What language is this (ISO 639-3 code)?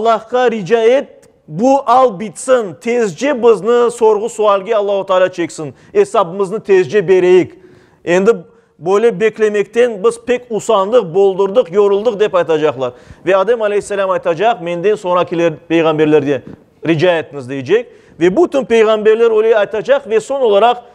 crh